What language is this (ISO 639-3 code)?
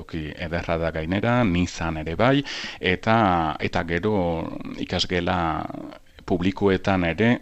eus